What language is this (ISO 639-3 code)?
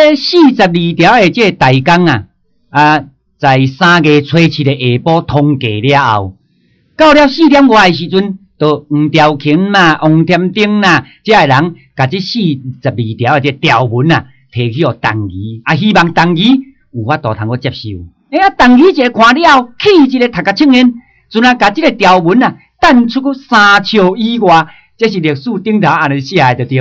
nan